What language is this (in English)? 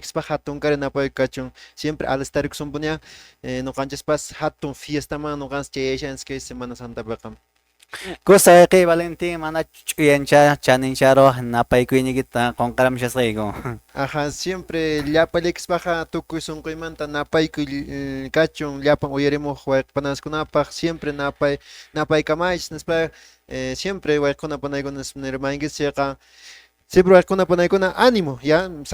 Quechua